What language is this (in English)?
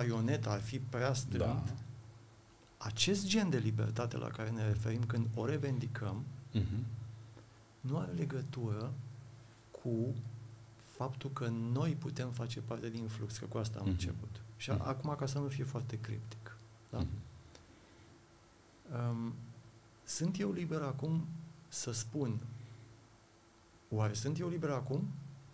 Romanian